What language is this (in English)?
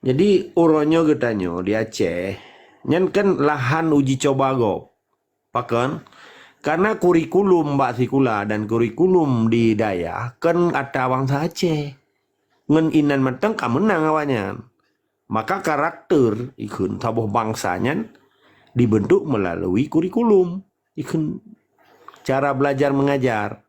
Achinese